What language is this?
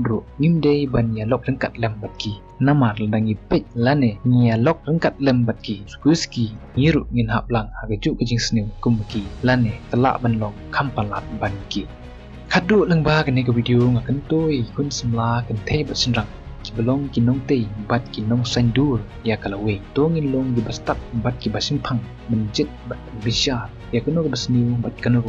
Khasi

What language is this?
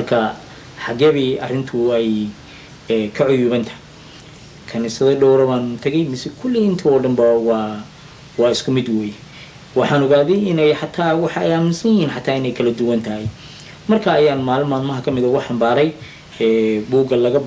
Somali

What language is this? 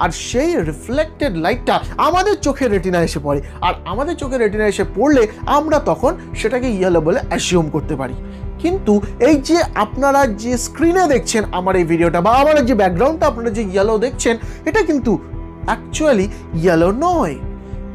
Bangla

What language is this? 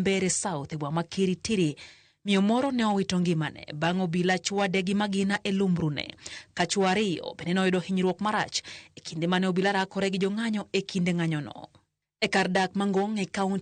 Luo (Kenya and Tanzania)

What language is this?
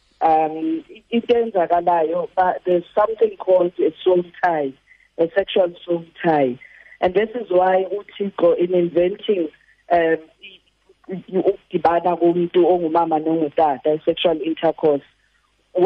Xhosa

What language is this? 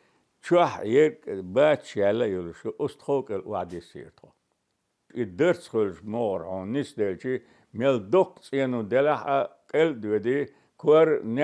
Chechen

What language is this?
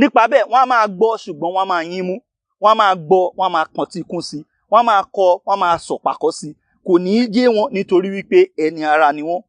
Yoruba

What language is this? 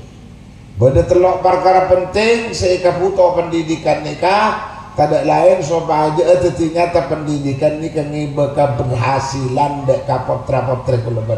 Madurese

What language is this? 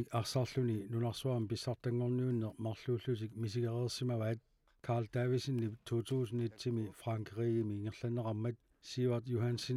Kalaallisut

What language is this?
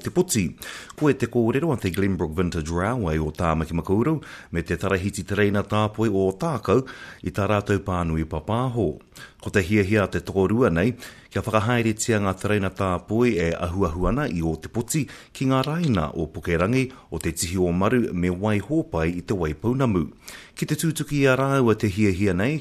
Māori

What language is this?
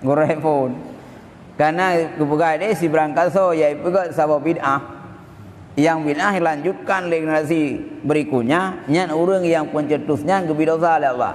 Achinese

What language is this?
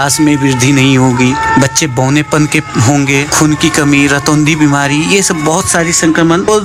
Hindi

